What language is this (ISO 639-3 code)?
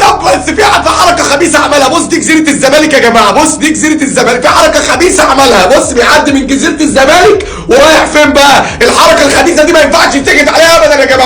arz